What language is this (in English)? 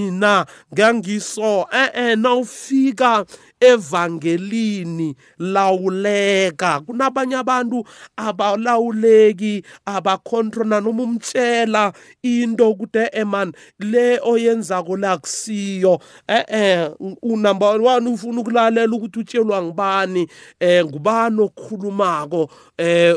South Ndebele